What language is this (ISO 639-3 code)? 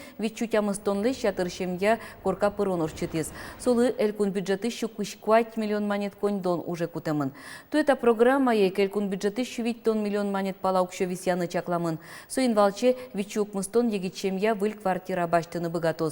udm